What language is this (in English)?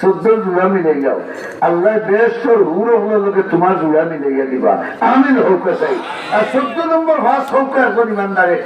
Sylheti